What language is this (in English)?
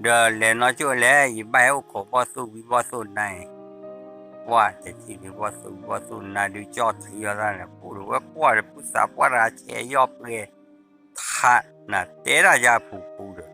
S'gaw Karen